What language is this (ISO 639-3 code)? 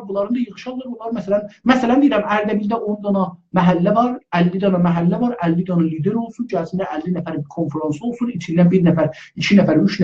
azb